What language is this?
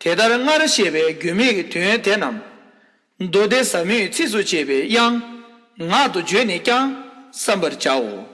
Tibetan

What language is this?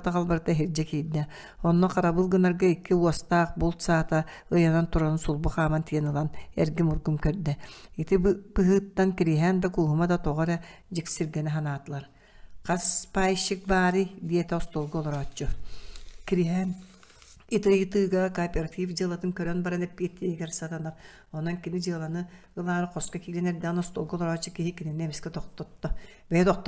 Yakut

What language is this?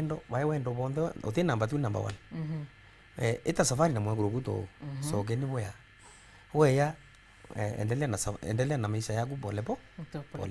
Meru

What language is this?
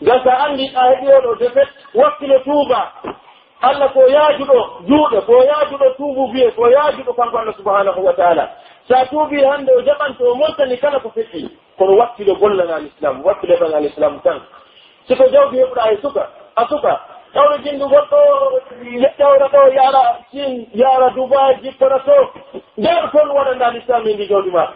Pular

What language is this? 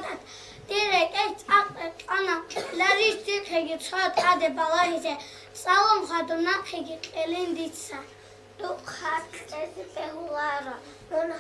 Avaric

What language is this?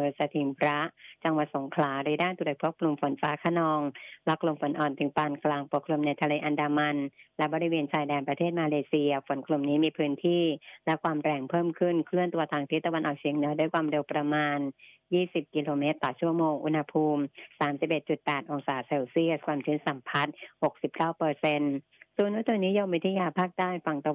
Thai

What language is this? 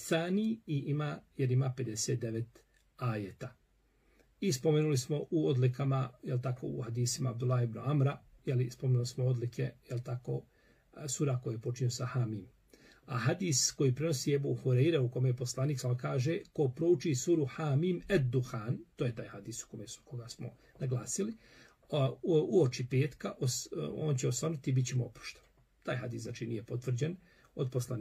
Bosnian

